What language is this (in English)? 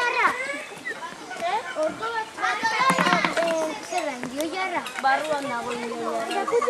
Basque